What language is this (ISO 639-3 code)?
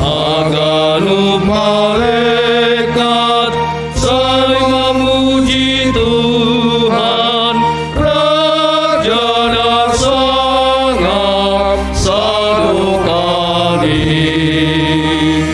bts